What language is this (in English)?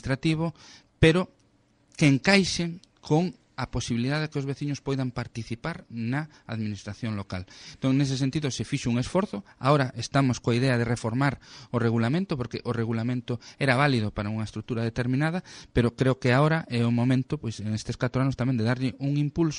Galician